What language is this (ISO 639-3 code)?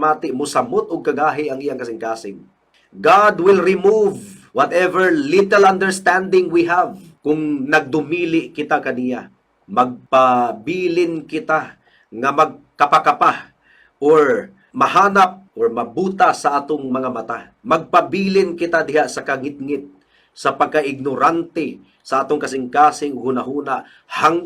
ceb